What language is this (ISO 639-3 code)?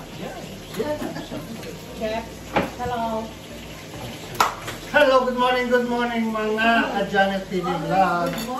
fil